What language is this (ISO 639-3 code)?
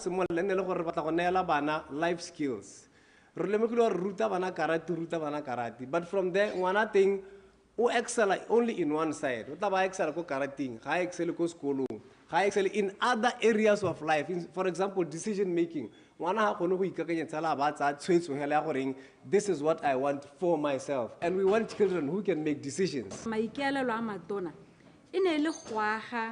tsn